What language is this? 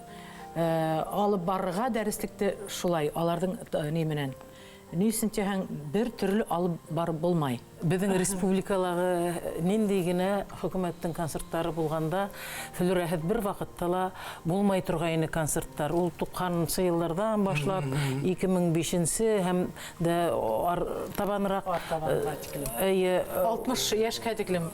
Bashkir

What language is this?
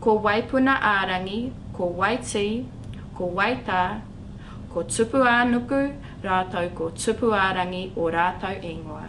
Māori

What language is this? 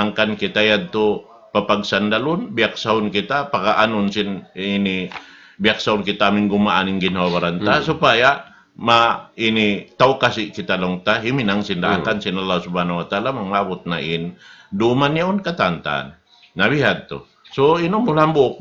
Tausug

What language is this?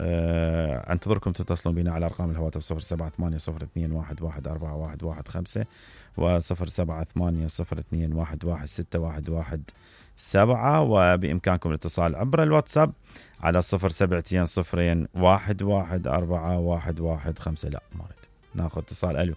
Mesopotamian Arabic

